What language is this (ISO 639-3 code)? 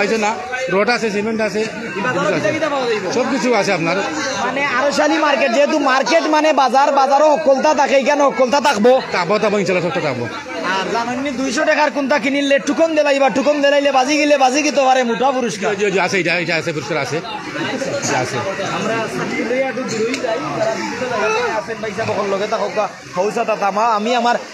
syl